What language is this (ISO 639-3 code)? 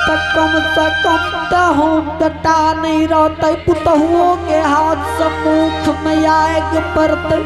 anp